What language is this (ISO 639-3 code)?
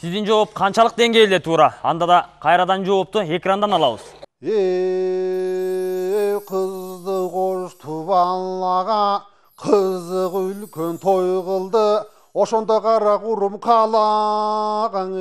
kir